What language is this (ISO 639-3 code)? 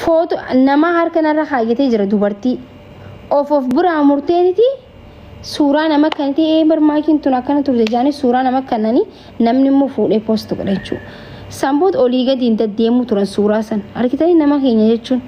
orm